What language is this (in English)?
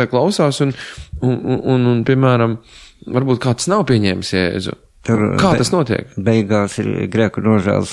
Latvian